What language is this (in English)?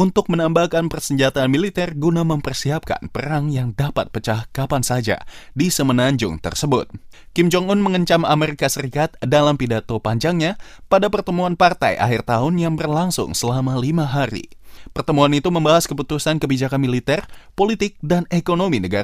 Indonesian